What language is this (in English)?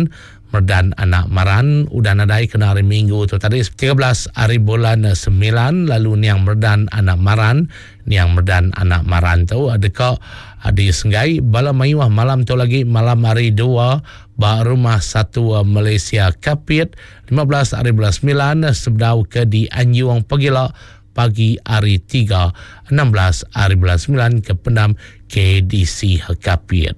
Iban